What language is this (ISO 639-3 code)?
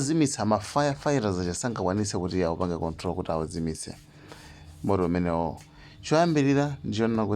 nya